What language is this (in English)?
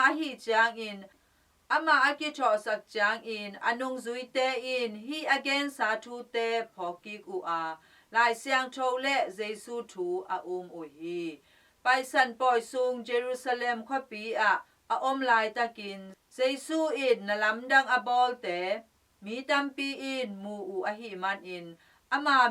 Tedim Chin